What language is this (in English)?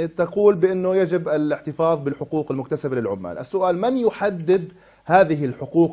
Arabic